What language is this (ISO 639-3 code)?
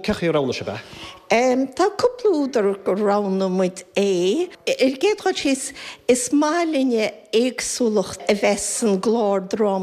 gle